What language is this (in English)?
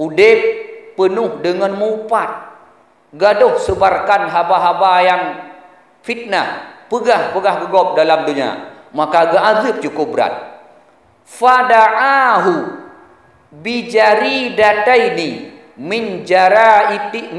Achinese